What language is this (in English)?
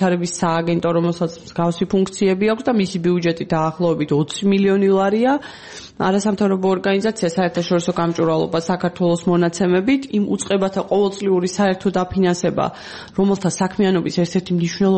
Georgian